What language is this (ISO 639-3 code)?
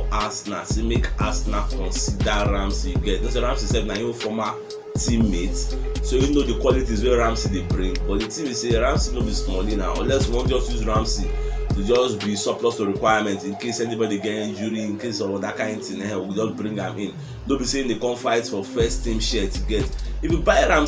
pcm